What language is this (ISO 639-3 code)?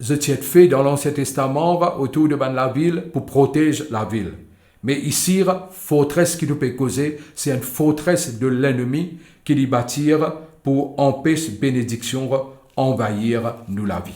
mfe